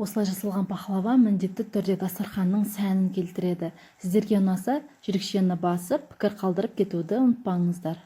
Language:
Kazakh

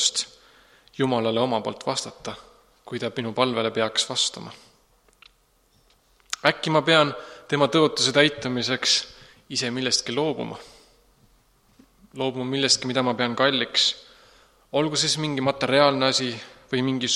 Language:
Estonian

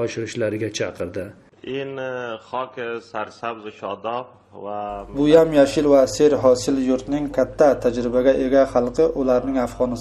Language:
Uzbek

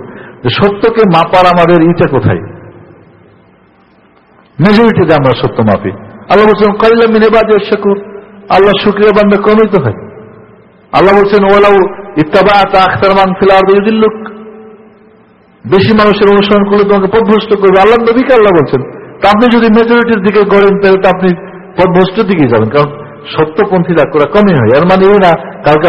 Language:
Bangla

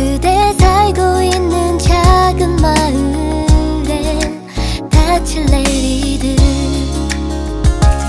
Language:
Korean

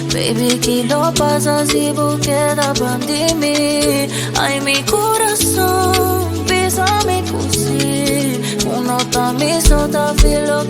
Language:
Papiamento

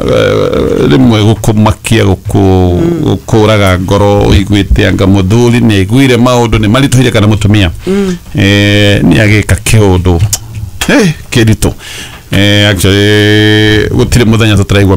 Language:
Kikuyu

